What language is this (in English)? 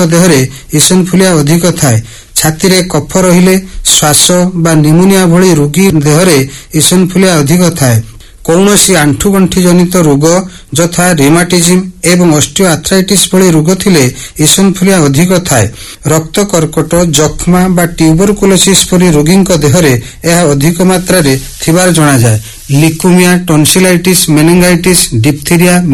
Odia